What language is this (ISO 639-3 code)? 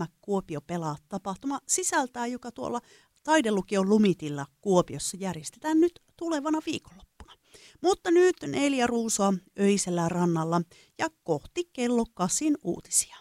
fin